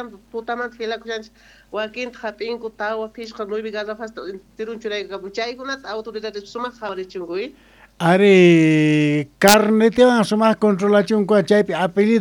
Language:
South Bolivian Quechua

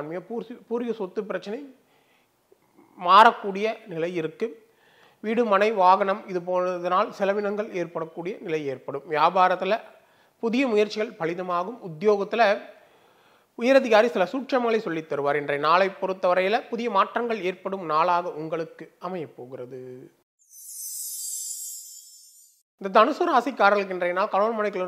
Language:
Tamil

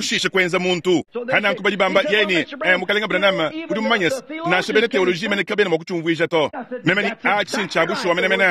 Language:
Luba-Lulua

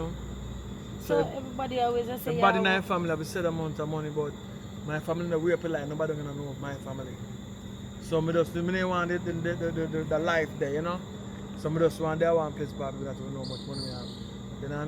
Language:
Jamaican Creole English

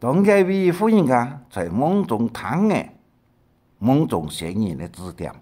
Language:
Hakka Chinese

